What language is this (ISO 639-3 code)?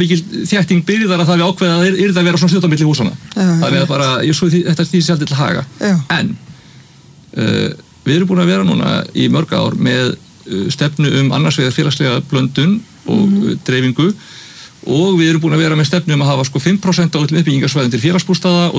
isl